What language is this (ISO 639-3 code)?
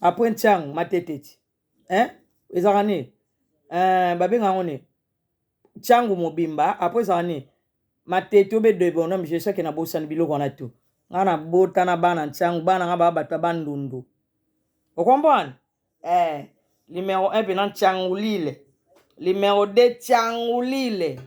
lin